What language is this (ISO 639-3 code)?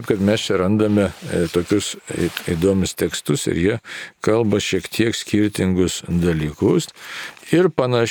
lit